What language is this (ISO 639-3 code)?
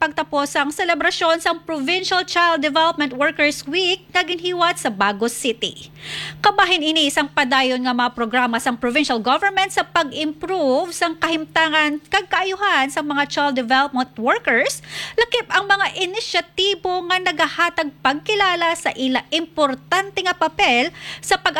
hil